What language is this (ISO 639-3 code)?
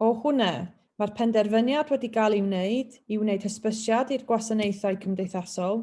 cym